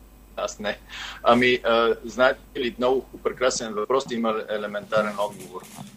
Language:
Bulgarian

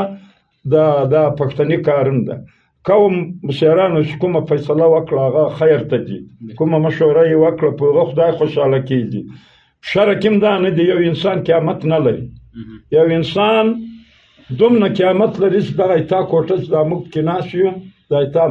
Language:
Pashto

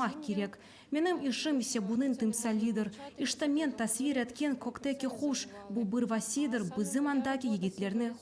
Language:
Crimean Tatar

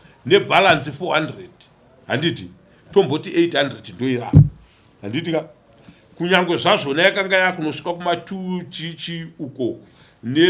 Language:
Shona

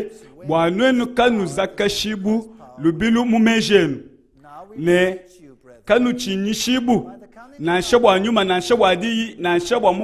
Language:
Luba-Lulua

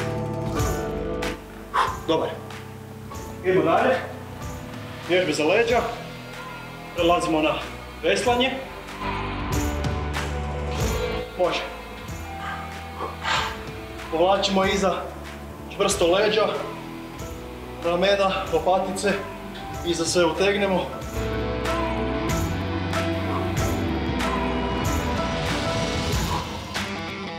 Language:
Croatian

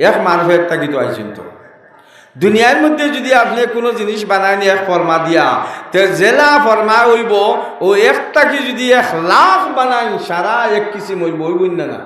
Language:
Sylheti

